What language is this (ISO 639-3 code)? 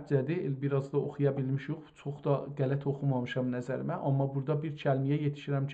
azb